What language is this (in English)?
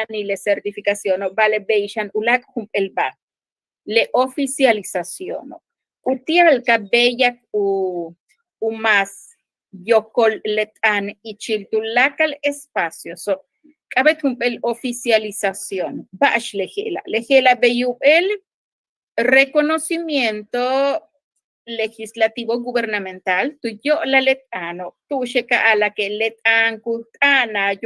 Yucateco